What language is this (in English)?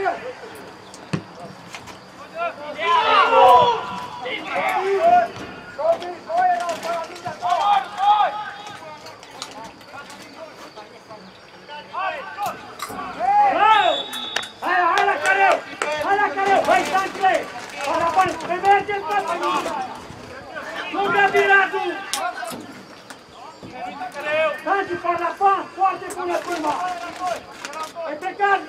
Romanian